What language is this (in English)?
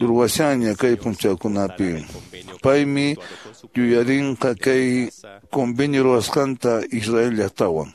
Quechua